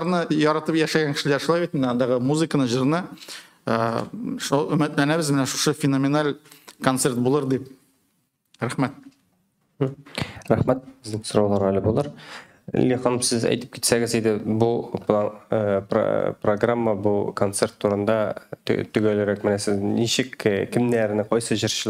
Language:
Tatar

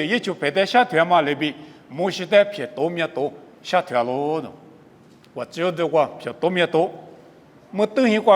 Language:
Lisu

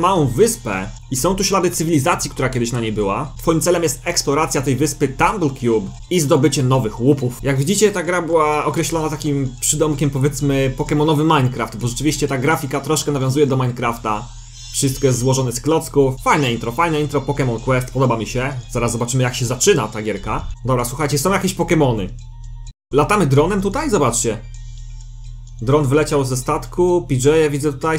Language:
Polish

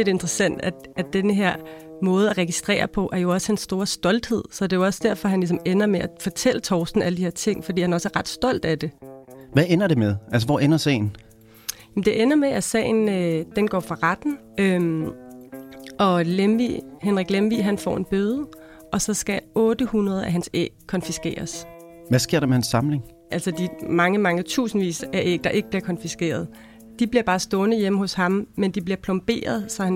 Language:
Danish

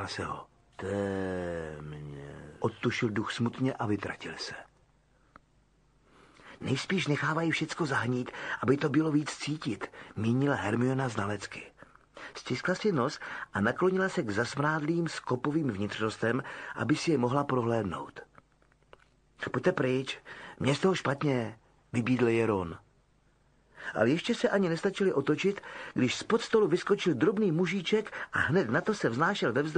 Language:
Czech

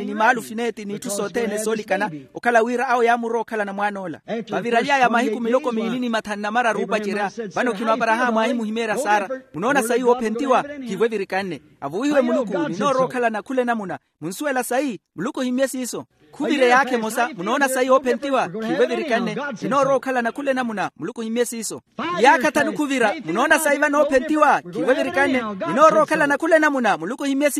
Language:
Makhuwa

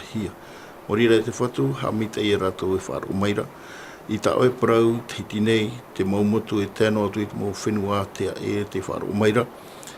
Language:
Tahitian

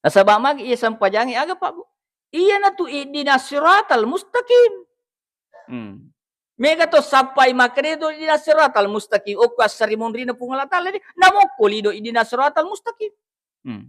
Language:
Buginese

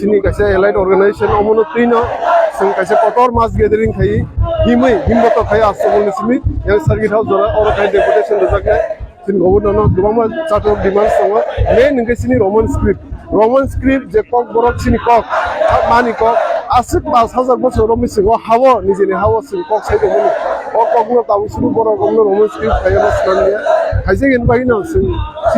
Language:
Kok Borok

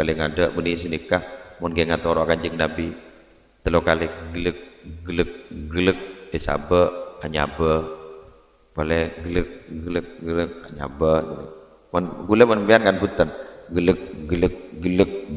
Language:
Madurese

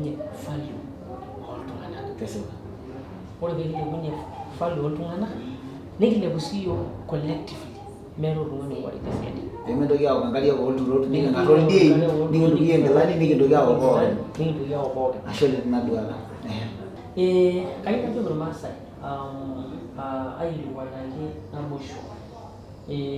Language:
Masai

